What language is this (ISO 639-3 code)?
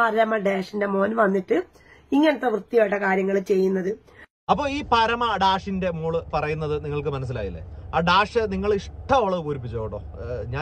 mal